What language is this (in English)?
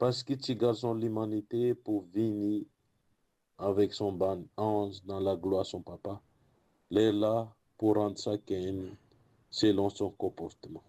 Morisyen